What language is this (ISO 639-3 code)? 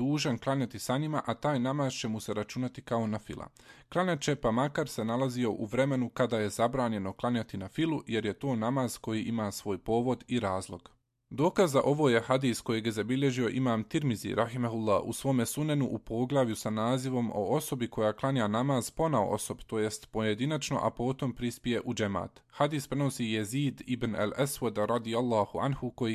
bos